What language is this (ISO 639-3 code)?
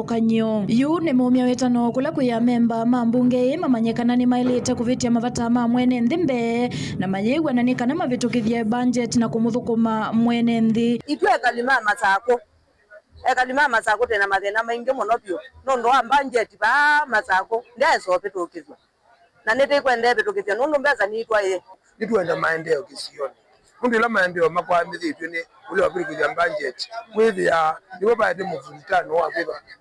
kam